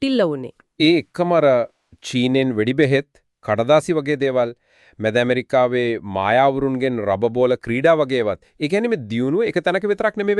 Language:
Sinhala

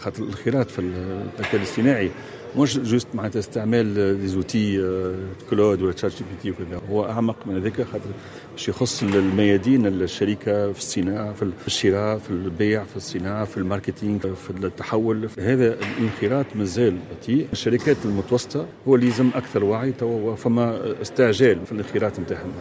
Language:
Tunisian Arabic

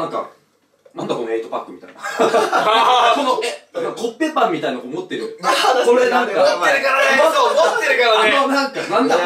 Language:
Japanese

